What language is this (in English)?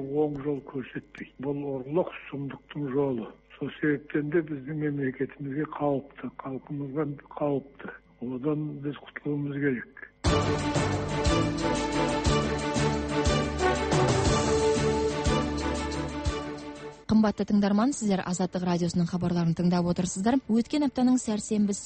Kazakh